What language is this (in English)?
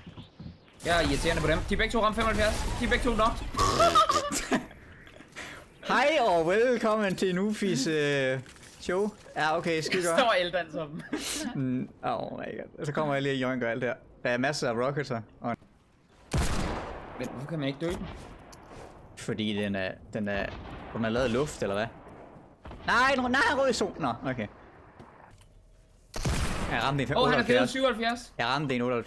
Danish